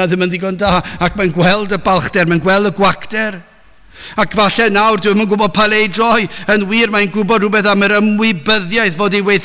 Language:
Welsh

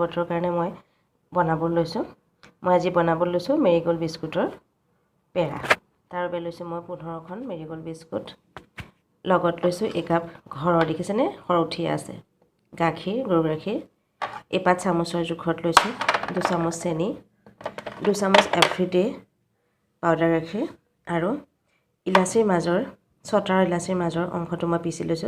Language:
Assamese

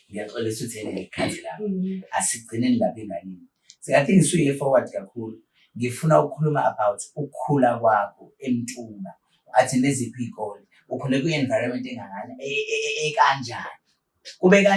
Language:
Zulu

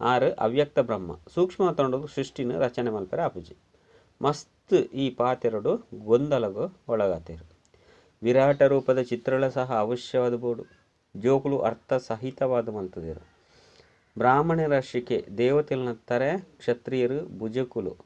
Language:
Tulu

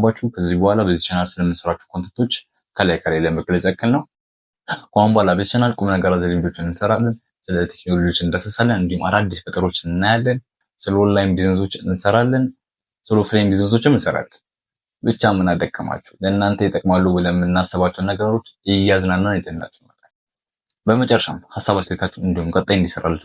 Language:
Amharic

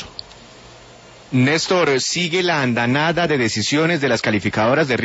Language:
Spanish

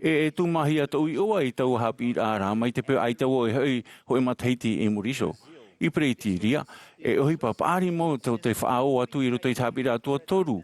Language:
Tahitian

